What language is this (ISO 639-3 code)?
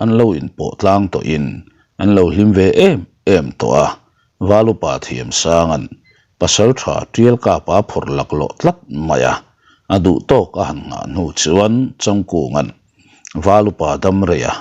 lus